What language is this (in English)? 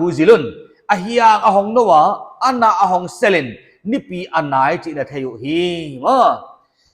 Paite Chin